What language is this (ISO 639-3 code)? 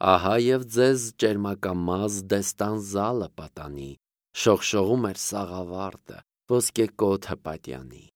hye